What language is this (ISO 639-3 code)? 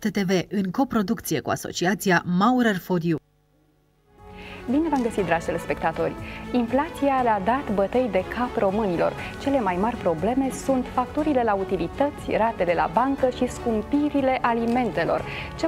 ron